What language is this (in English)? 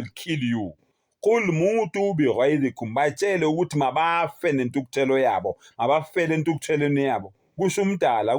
Zulu